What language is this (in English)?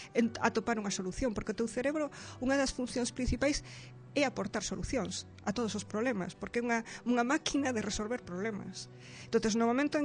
Galician